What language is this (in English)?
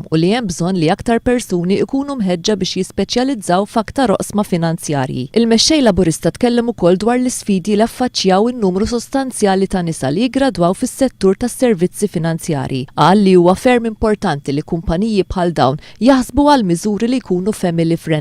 Maltese